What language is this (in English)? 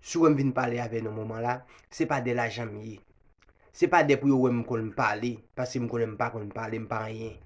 Haitian Creole